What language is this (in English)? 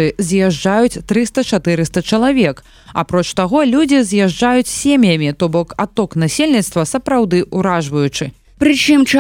Belarusian